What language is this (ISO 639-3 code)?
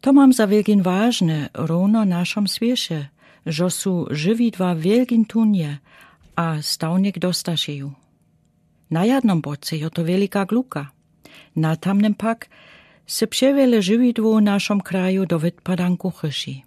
dsb